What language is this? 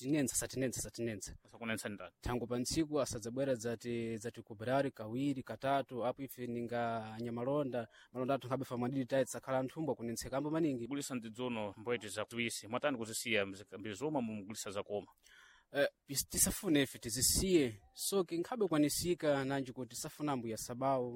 Sena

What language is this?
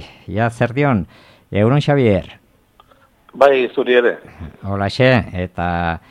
Basque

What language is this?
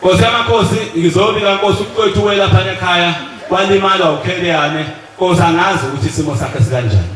Zulu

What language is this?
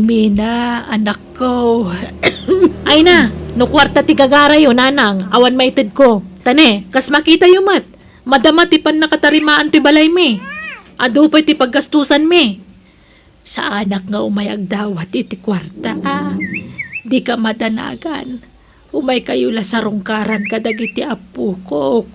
Iloko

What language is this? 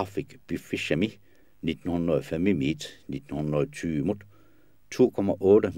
Kalaallisut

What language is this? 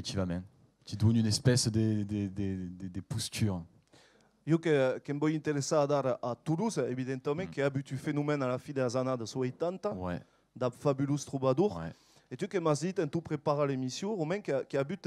Occitan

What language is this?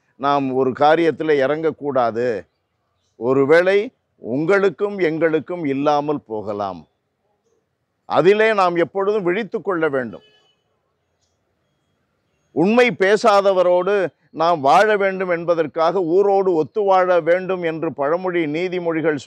Tamil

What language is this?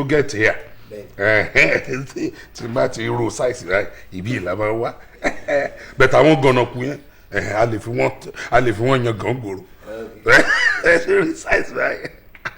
Yoruba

